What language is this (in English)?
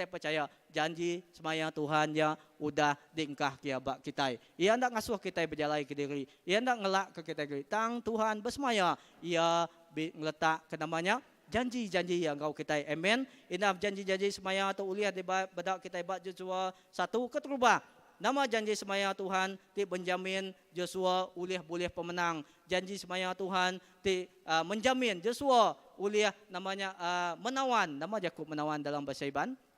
Iban